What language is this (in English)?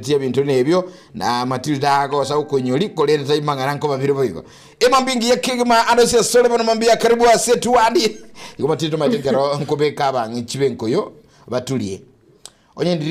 Gusii